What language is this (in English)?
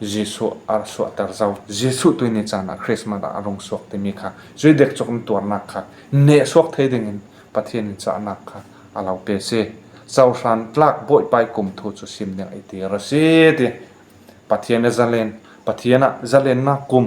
Falam Chin